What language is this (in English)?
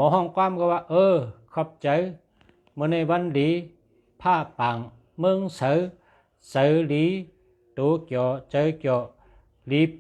Shan